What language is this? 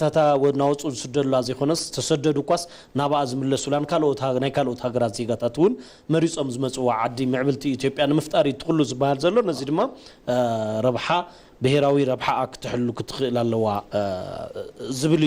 Tigrinya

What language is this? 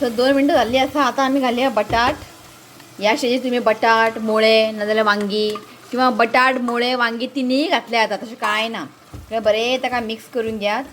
Konkani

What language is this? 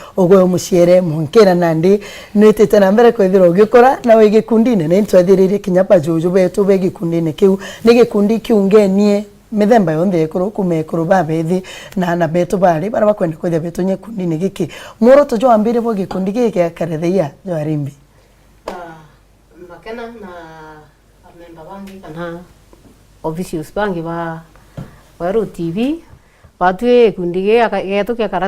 Meru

